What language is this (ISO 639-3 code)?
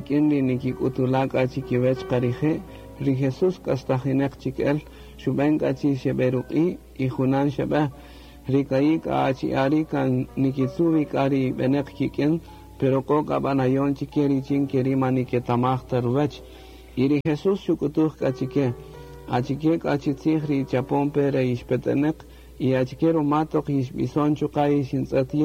cak